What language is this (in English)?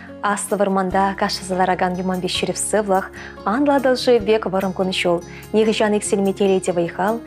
Chuvash